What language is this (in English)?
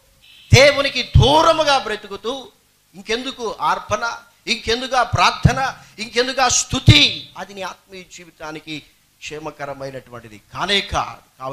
Telugu